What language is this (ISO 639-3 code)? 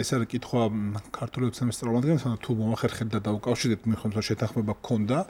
kat